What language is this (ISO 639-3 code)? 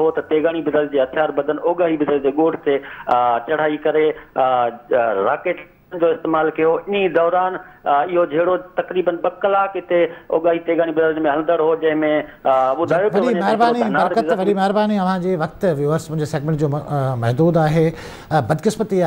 snd